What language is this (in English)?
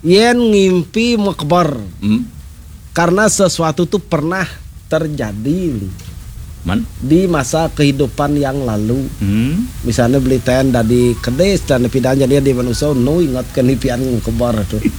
Balinese